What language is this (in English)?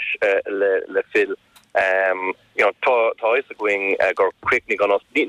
Irish